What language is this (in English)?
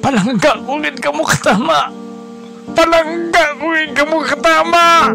Hiligaynon